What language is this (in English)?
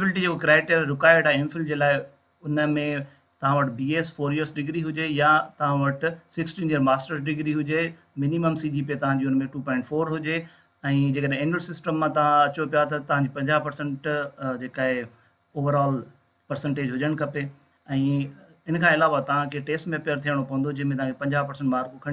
Sindhi